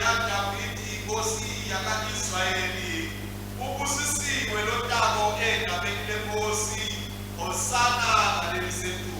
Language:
Swati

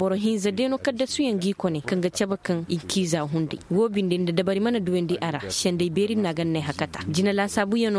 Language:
Zarma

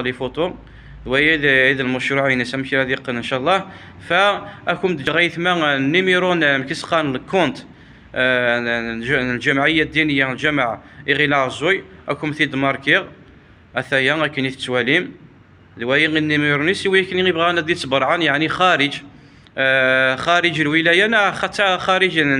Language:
Kabyle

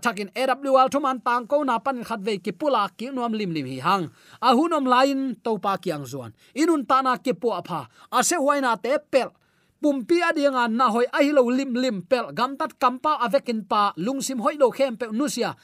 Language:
Tedim Chin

